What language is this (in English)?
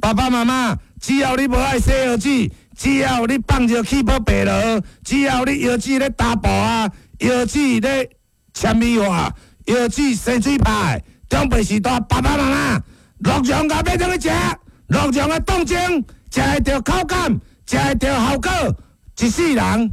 Min Nan Chinese